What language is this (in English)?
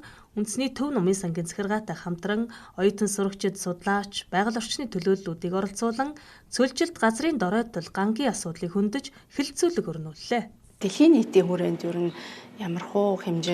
Mongolian